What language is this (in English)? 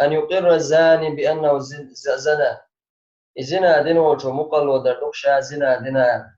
Chechen